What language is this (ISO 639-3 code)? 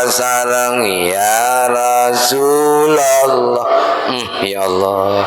mad